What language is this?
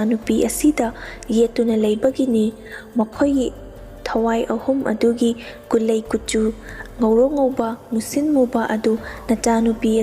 Manipuri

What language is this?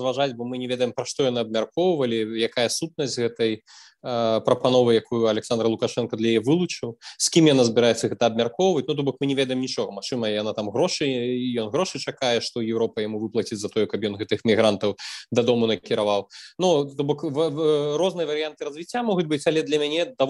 Belarusian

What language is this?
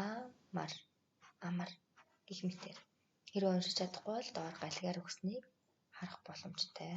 Mongolian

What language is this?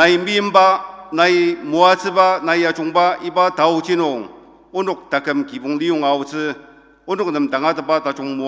Ao Naga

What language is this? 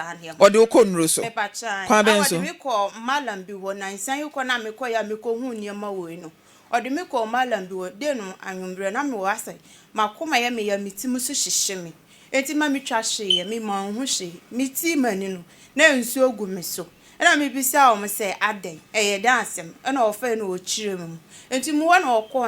Akan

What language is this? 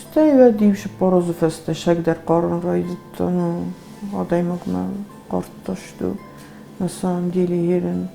Ossetic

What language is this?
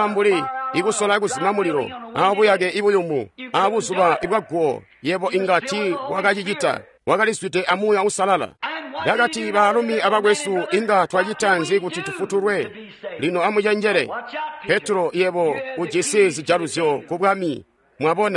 Tonga (Zambia)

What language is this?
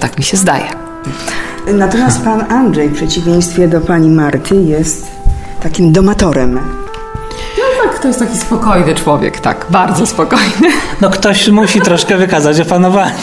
Polish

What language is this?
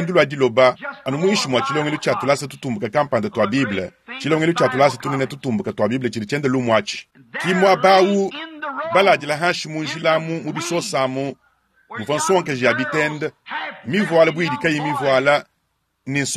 Luba-Lulua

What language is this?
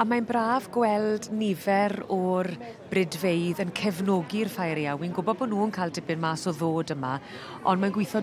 Welsh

